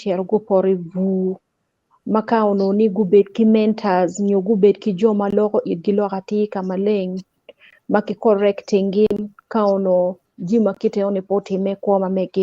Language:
Acoli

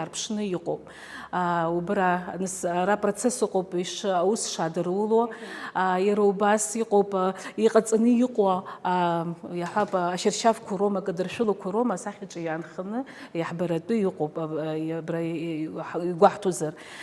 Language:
Abkhazian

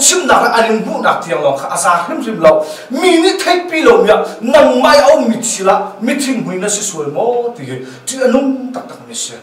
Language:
Hakha Chin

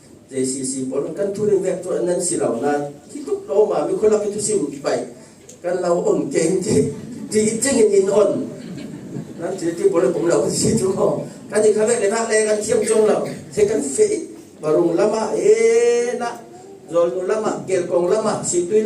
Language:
Falam Chin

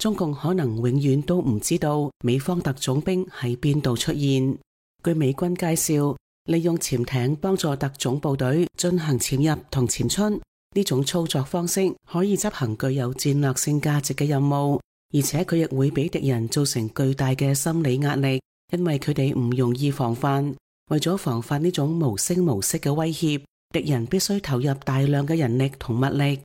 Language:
Cantonese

